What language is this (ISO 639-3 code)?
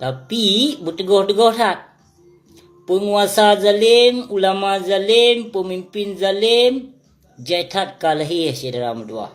ace